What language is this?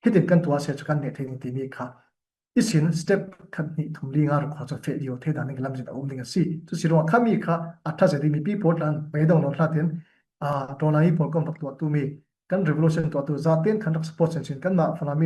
Falam Chin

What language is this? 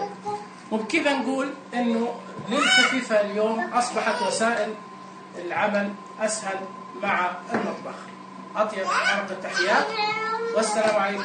Najdi Arabic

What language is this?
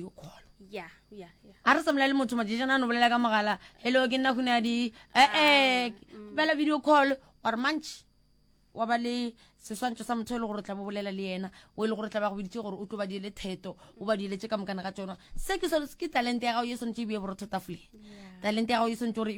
Northern Sotho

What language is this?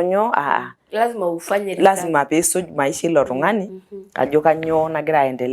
Masai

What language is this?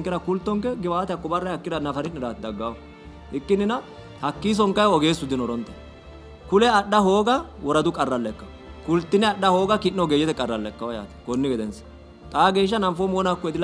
Sidamo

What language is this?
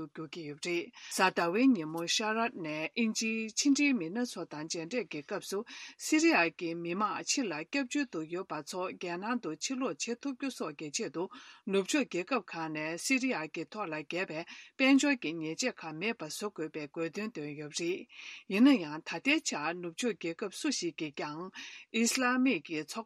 Tibetan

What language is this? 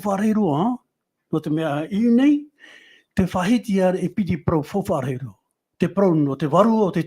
Tahitian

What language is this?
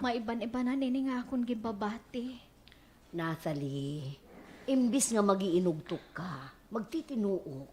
Waray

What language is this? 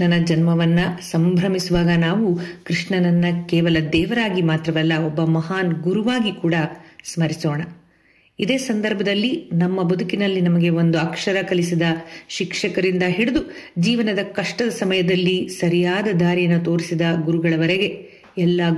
Kannada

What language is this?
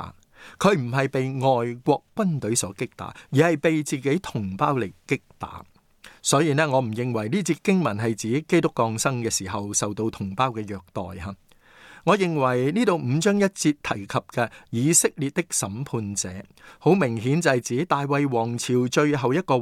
Cantonese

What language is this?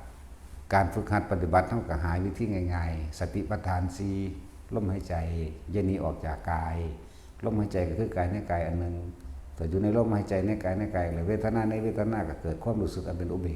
Lao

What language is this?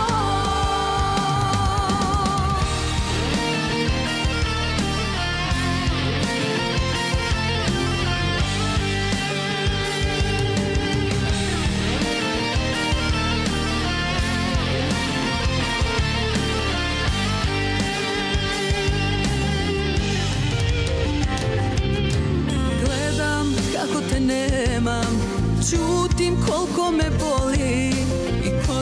Croatian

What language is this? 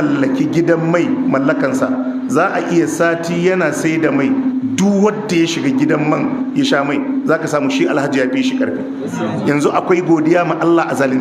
Hausa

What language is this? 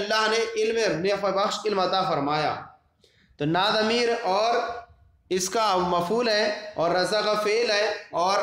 Urdu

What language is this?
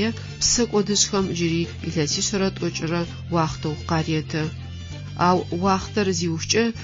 Adyghe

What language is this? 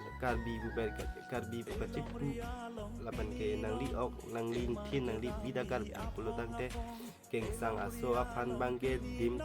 Karbi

